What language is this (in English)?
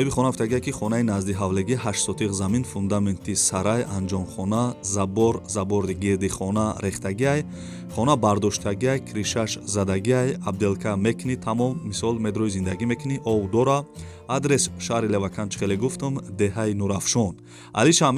Tajik